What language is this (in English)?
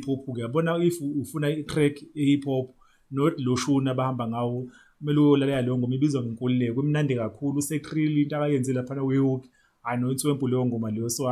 Zulu